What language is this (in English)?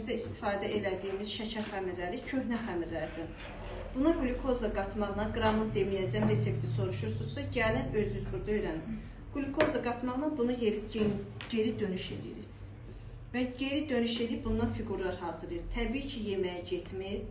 Azerbaijani